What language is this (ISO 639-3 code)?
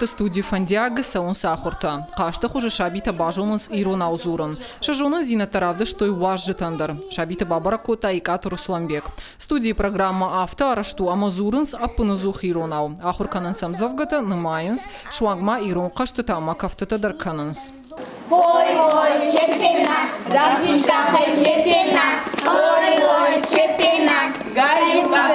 oss